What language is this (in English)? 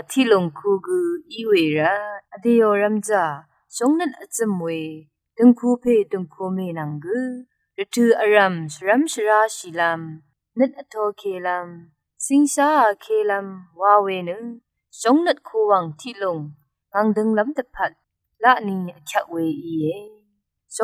Rawang